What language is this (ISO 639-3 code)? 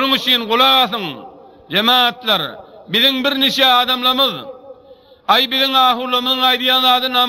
tuk